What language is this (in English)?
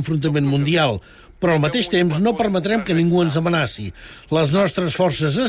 Catalan